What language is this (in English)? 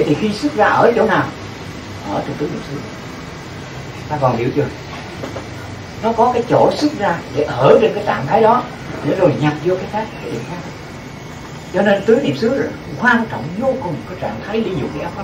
Vietnamese